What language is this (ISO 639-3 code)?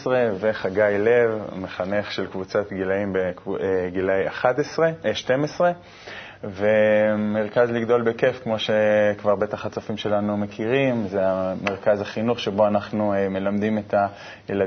heb